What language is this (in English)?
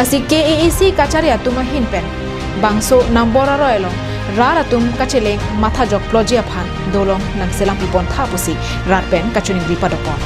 Karbi